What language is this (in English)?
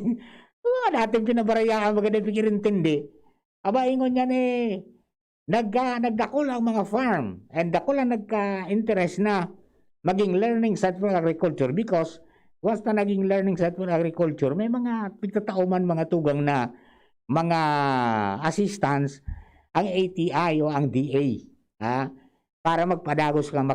Bikol